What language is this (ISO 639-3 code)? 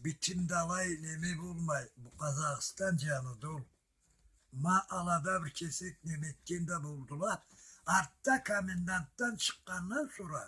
krc